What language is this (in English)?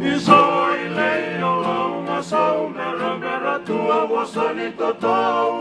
Fijian